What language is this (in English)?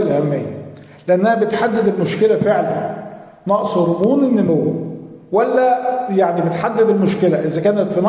Egyptian Arabic